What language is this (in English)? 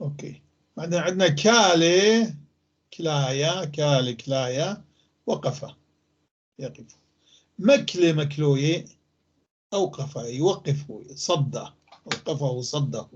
North Levantine Arabic